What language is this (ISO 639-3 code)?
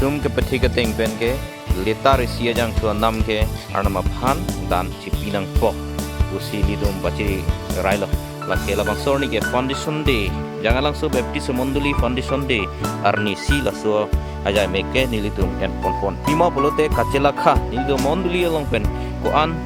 mjw